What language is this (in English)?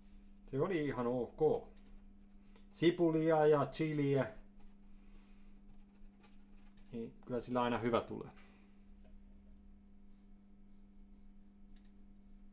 Finnish